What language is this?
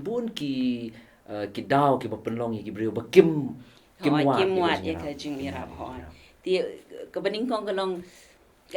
Khasi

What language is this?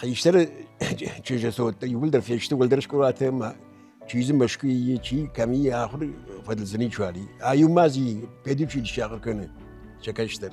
Ossetic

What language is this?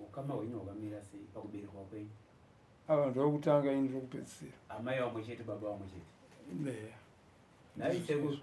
Shona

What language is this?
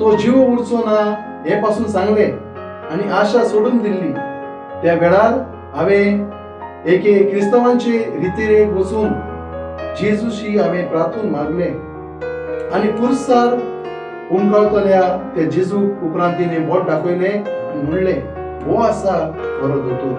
Konkani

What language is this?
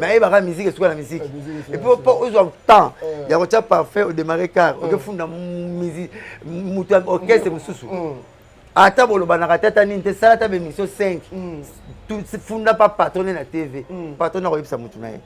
Lingala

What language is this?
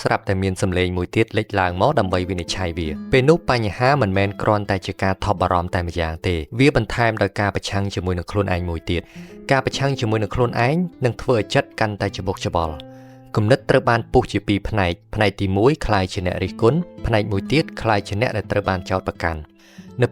Khmer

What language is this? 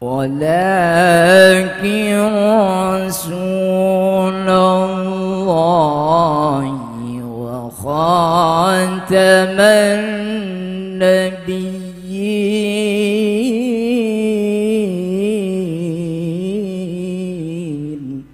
Madurese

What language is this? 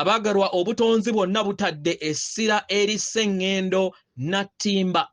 Ganda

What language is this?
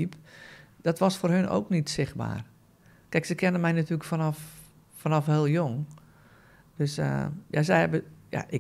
Dutch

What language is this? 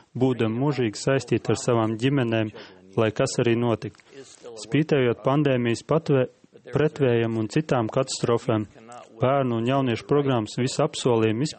Latvian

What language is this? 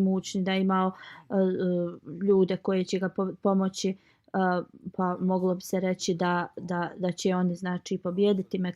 Bosnian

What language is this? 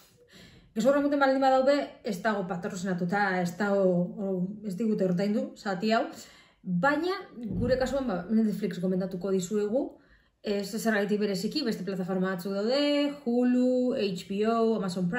Basque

